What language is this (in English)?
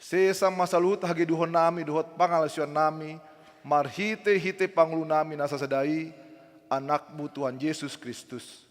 Batak Toba